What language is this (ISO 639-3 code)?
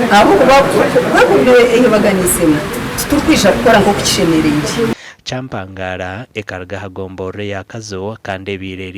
nyn